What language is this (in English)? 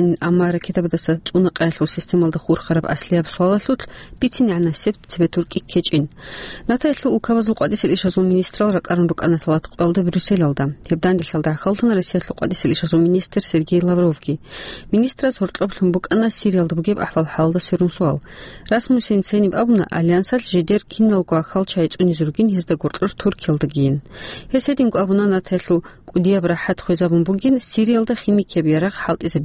Avaric